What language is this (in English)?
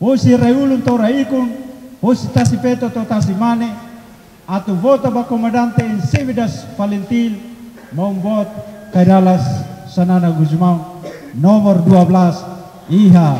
Tetum